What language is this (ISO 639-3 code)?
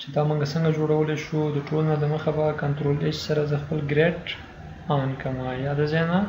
pus